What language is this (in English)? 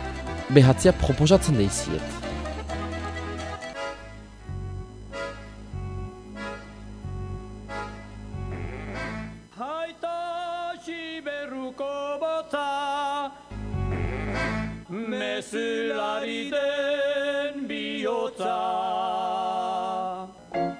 Basque